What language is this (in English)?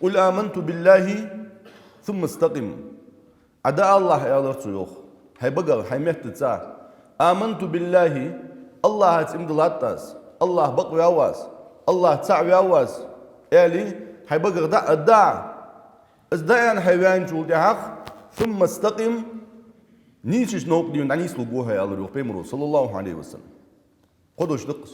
Ingush